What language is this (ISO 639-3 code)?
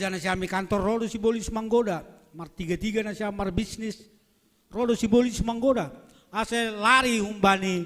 bts